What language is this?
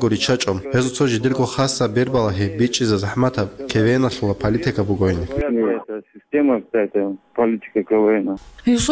Avaric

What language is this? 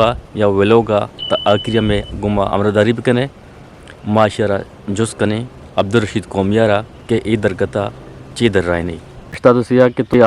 Eastern Balochi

